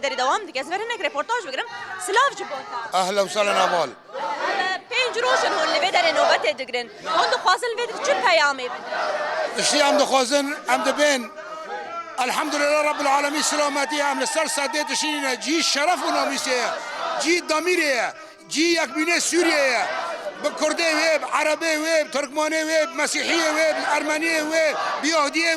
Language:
Kurdish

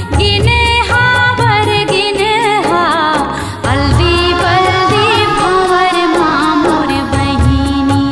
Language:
Chhattisgarhi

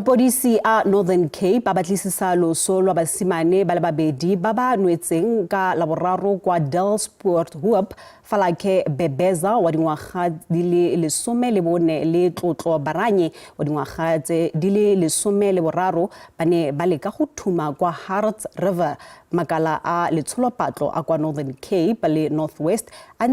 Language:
Tswana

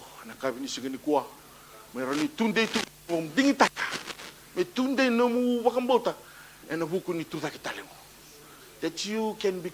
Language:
Fijian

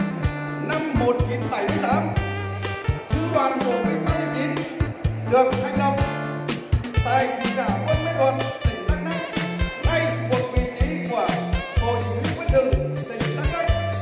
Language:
Vietnamese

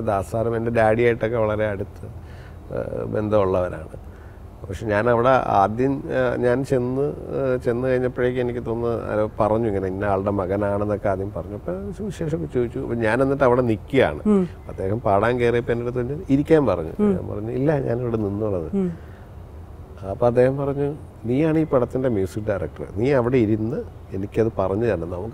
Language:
Malayalam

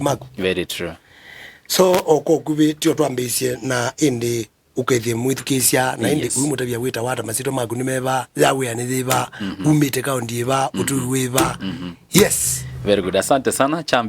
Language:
Kamba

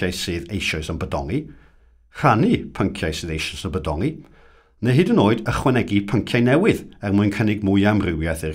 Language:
Welsh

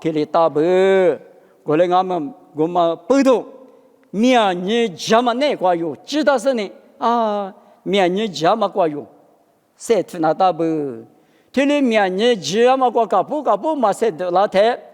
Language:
Lisu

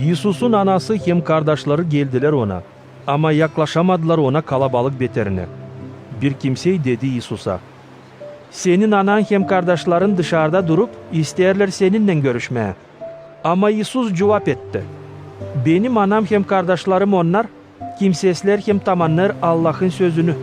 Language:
Gagauz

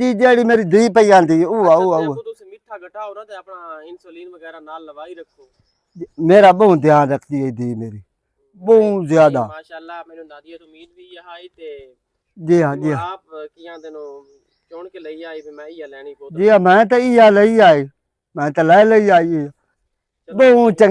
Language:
Western Panjabi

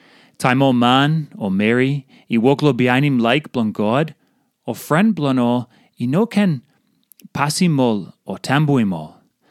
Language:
Tok Pisin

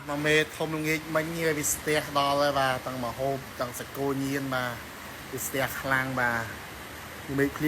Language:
Khmer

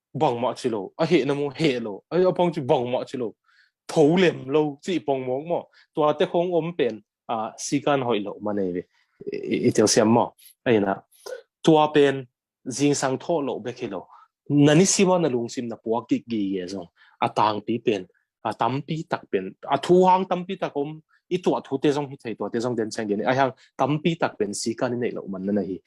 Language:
Tedim Chin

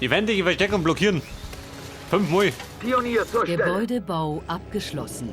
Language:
Bavarian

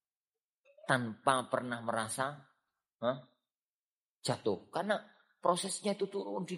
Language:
Indonesian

